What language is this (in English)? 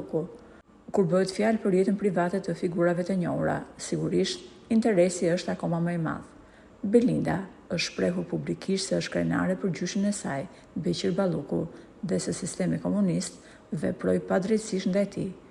Albanian